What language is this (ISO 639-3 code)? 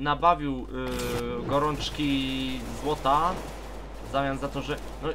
pol